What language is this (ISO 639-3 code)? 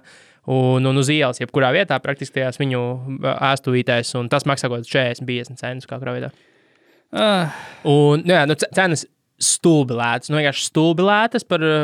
lav